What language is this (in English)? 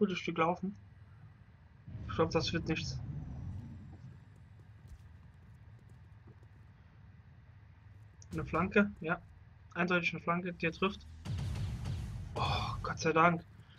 German